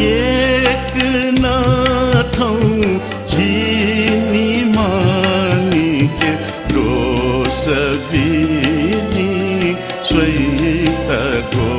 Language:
Newari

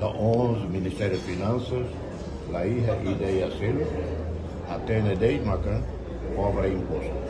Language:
Tetum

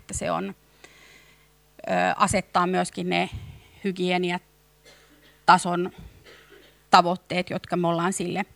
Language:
Finnish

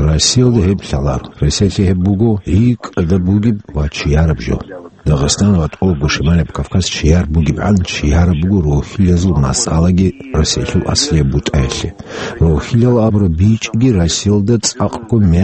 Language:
Avaric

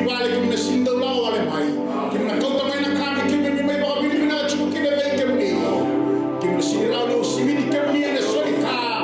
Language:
Fijian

